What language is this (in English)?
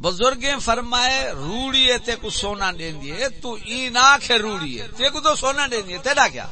Saraiki